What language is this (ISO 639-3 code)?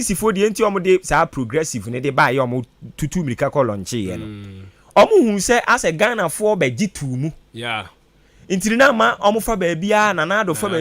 aka